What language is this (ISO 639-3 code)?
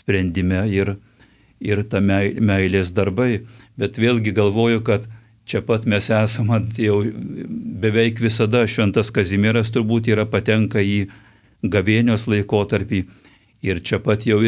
lit